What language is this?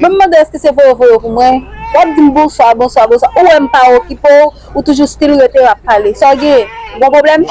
Haitian Creole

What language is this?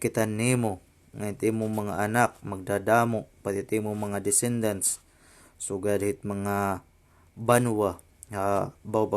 Waray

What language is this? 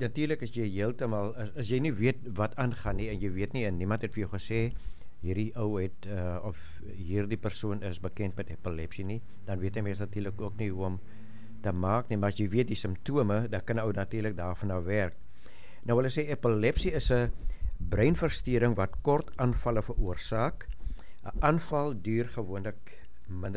Afrikaans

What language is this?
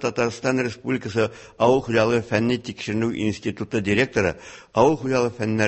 Tatar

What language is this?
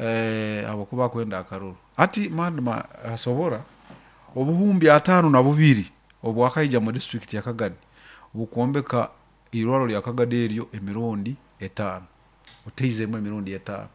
Nyoro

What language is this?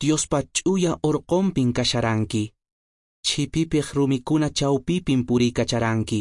Quechua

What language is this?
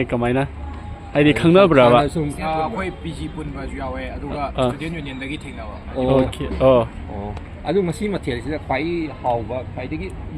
Manipuri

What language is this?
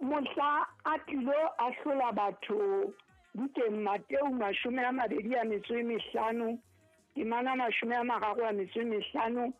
Southern Sotho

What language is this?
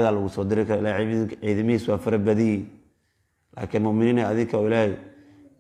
Somali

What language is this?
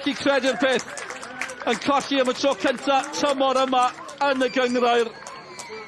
Welsh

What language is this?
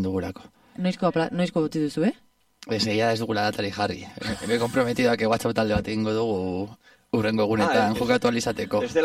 Basque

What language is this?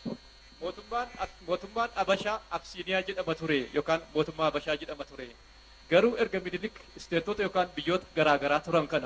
Oromo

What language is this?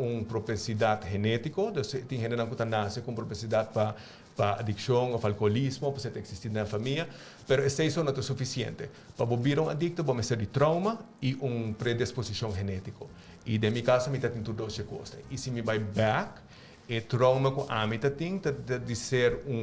Papiamento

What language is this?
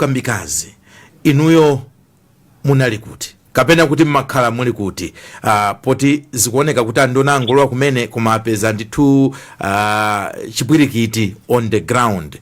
Nyanja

